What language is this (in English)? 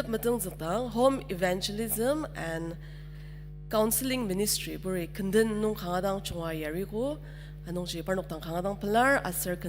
Ao Naga